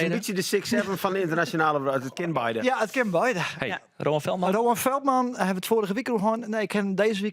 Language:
Western Frisian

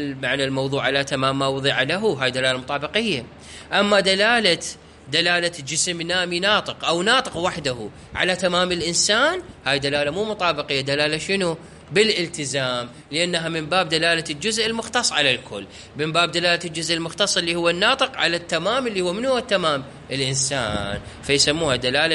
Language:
Mesopotamian Arabic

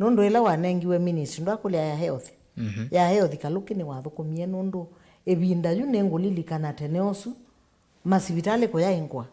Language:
Kamba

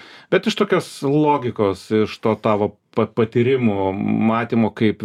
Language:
Lithuanian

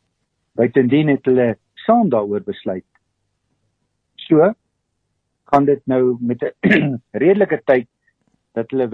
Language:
Afrikaans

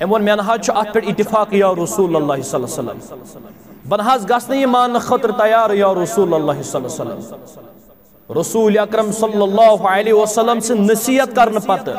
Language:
Kashmiri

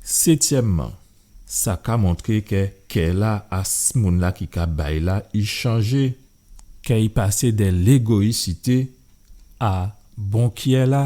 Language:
Guadeloupean Creole French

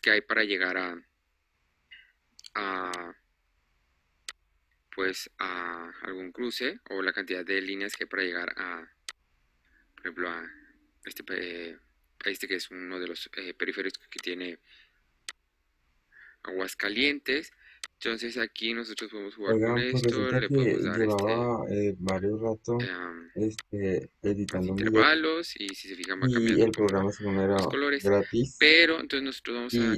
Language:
Spanish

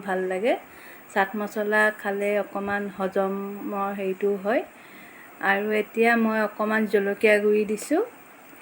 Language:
Assamese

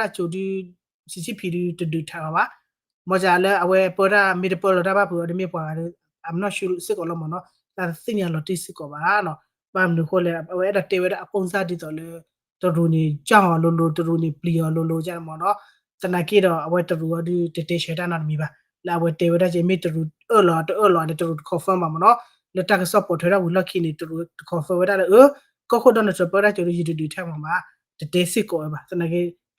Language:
S'gaw Karen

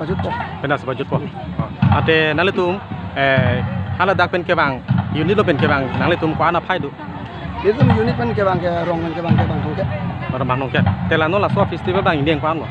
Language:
Karbi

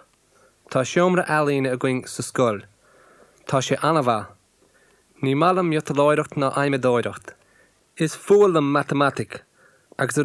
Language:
Irish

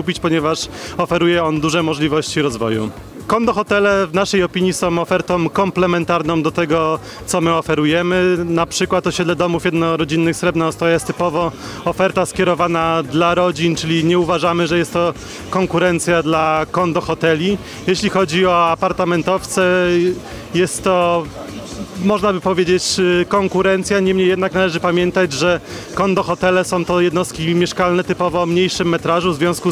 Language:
Polish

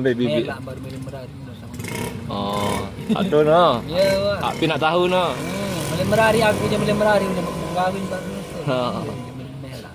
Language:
Sasak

